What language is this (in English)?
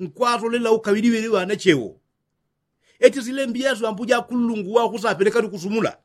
Yao